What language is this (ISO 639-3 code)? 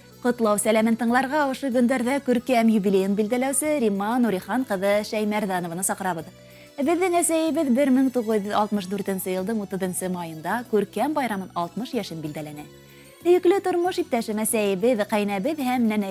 bak